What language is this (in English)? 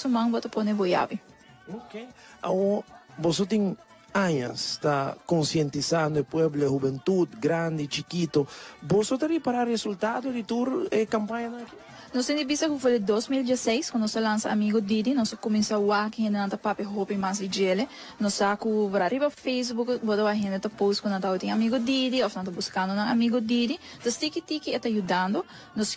Papiamento